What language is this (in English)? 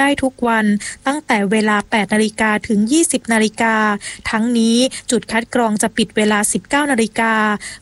Thai